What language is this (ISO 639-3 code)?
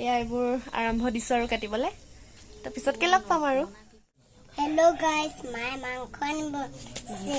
asm